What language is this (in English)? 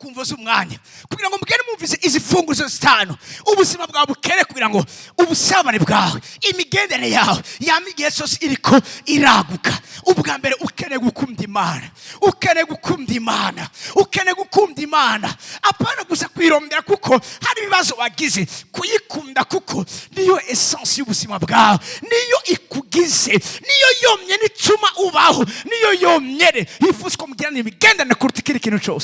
Rundi